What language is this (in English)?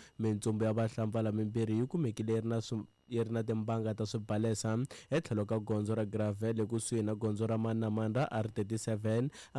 Tsonga